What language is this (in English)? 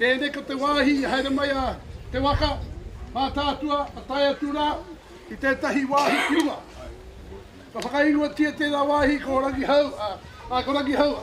Māori